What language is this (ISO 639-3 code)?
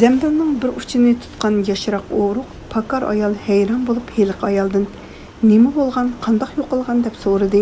uig